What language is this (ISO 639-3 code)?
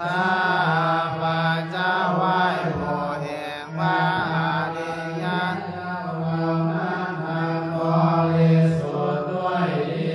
pli